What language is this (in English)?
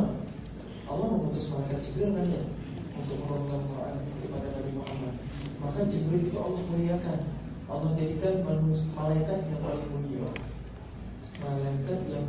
Indonesian